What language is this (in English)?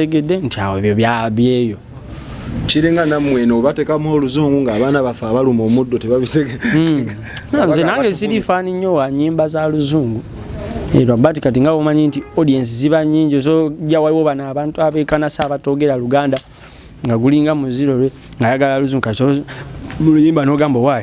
Ganda